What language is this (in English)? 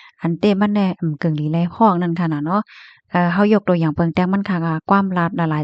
Shan